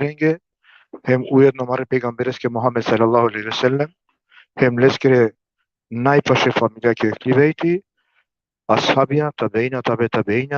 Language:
Balkan Romani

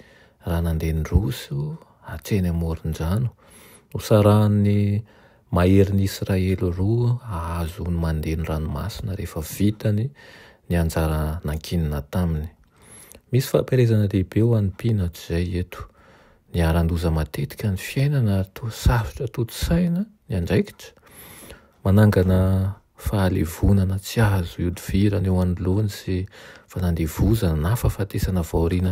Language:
Malagasy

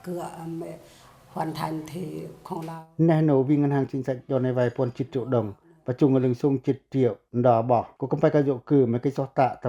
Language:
Pacoh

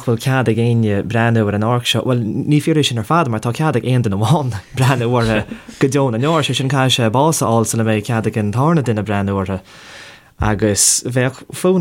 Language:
Irish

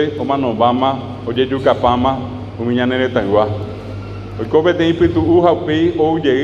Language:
Guarani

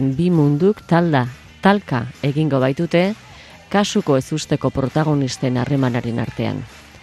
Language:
Basque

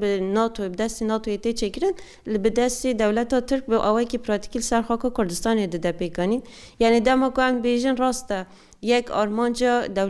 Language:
Kurdish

